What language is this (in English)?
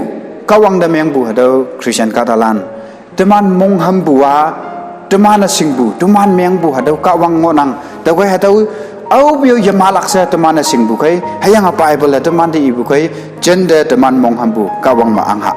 Konyak Naga